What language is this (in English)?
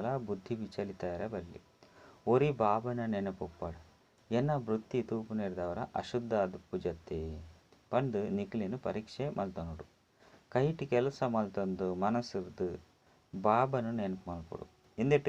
Tulu